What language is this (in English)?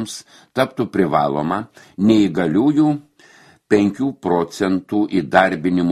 Lithuanian